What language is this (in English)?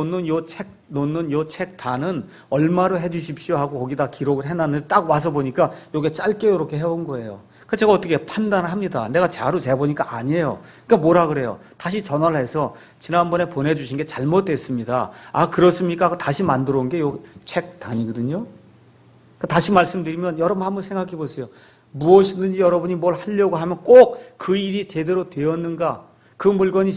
Korean